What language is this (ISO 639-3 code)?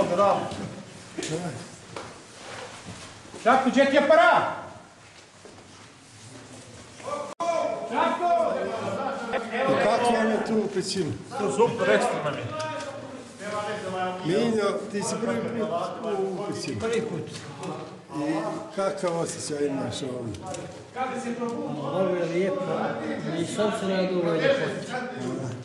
bos